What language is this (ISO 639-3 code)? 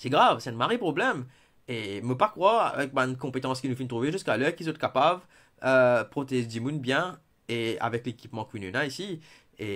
mfe